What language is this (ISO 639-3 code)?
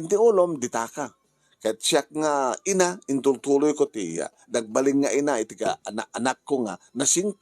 ilo